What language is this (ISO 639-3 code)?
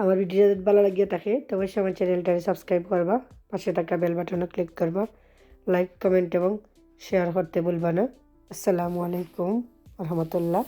syl